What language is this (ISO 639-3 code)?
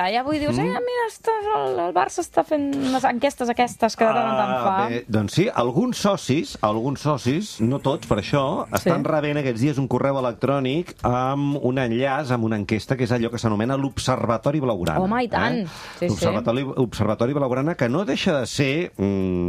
cat